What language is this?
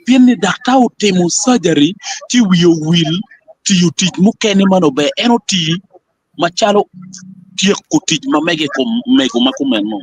Acoli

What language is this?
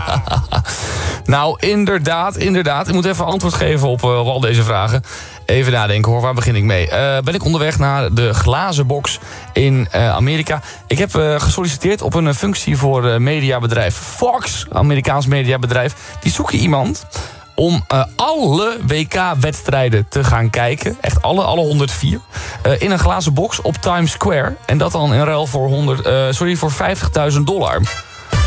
Dutch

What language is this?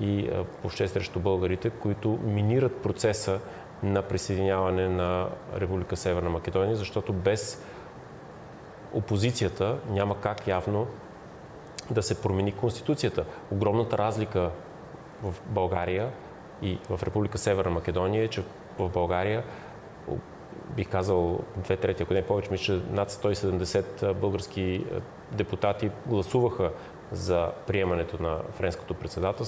Bulgarian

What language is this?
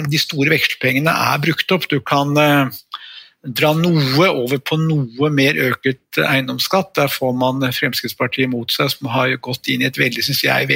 Norwegian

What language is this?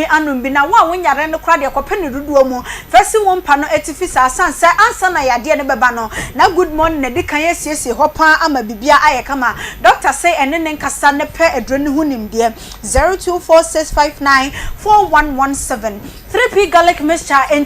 Akan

